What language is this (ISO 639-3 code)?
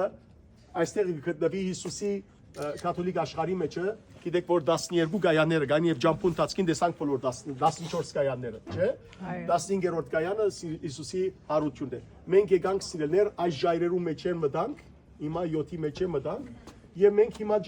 hyw